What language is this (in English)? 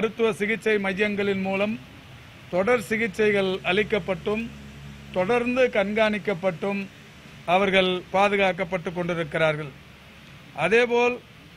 Tamil